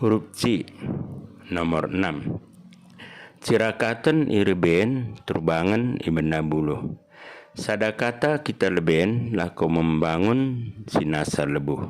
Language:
Batak Dairi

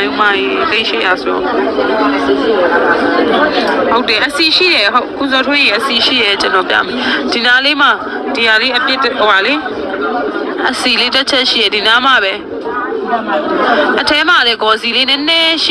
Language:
Burmese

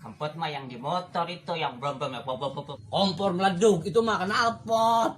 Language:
Betawi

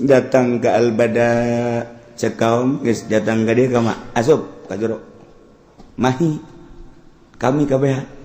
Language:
Sundanese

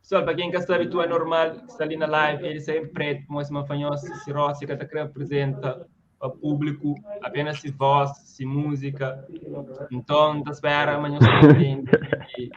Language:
Kabuverdianu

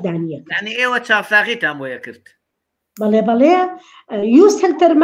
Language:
Central Kurdish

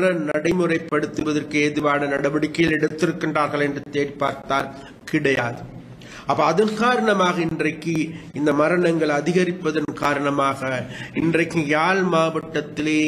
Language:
Tamil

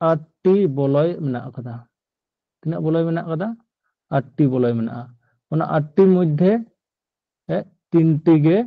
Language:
Santali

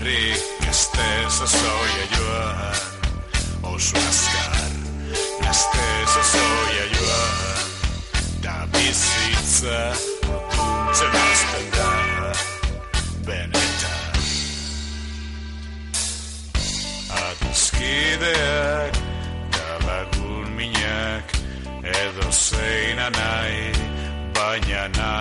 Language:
Basque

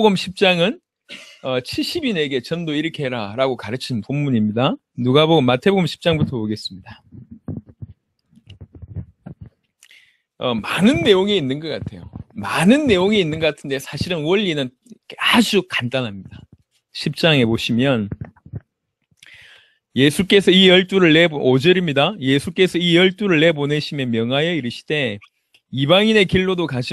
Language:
Korean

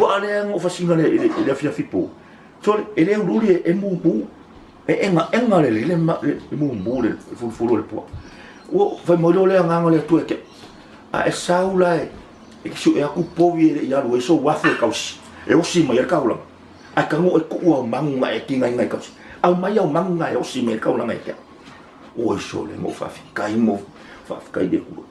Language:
Samoan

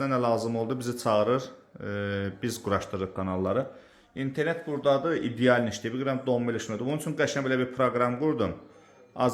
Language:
Azerbaijani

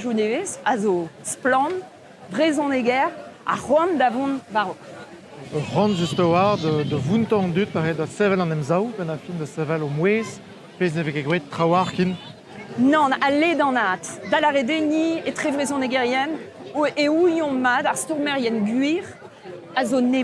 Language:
Breton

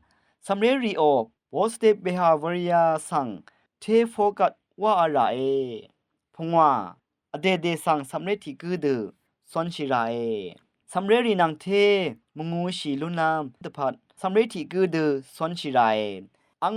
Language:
Rawang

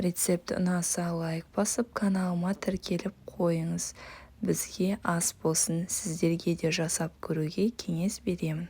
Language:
Kazakh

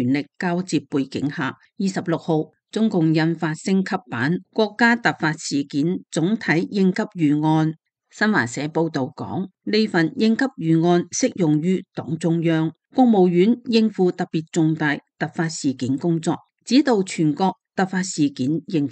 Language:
Cantonese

